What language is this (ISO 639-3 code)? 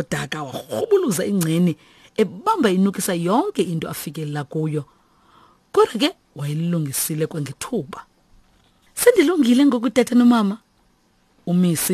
xho